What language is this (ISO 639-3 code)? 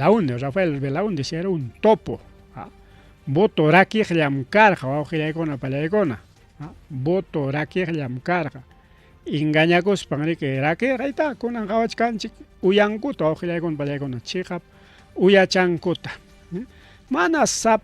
quy